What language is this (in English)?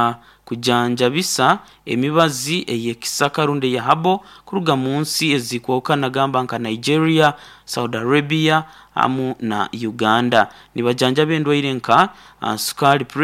Nyoro